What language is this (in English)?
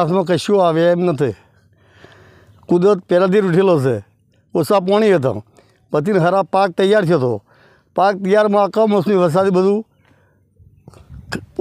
Gujarati